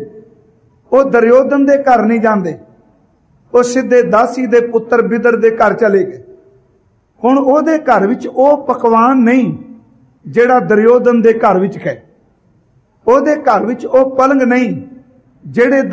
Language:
Punjabi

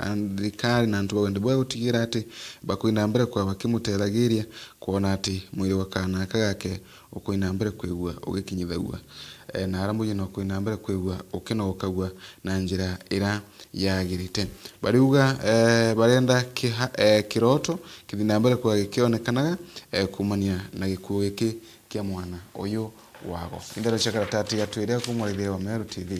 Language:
Meru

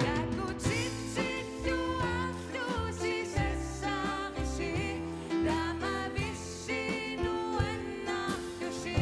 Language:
Kalaallisut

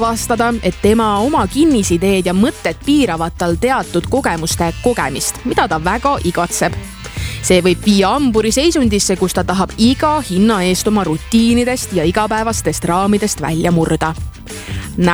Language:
Estonian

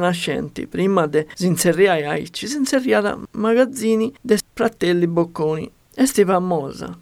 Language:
Sardinian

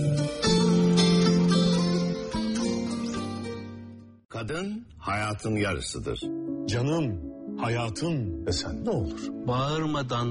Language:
Turkish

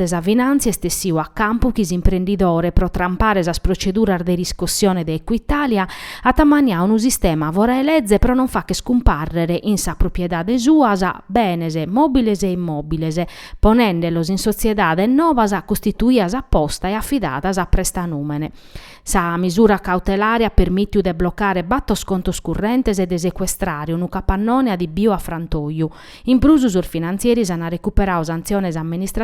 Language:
Sardinian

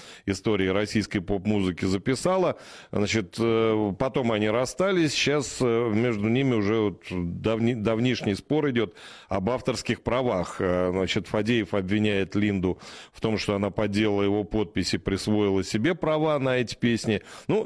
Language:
Russian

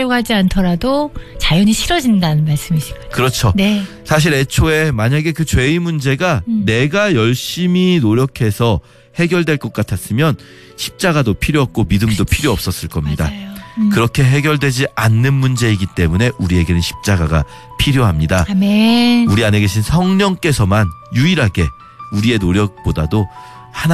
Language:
Korean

